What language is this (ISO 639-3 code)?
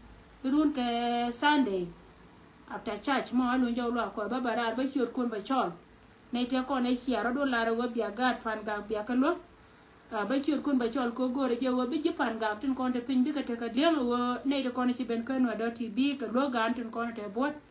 nus